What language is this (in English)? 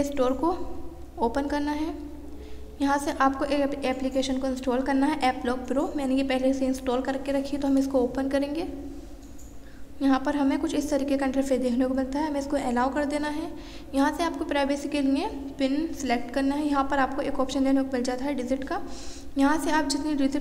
Hindi